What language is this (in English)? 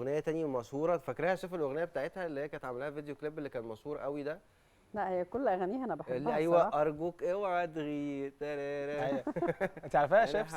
Egyptian Arabic